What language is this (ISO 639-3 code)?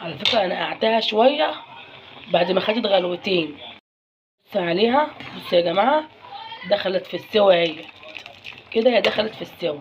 arz